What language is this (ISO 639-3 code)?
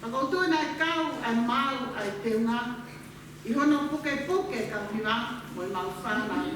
ton